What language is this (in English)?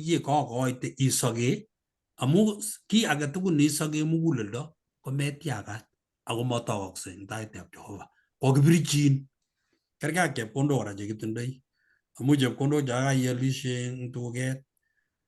Kalenjin